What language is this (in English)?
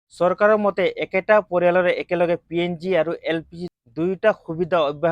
Assamese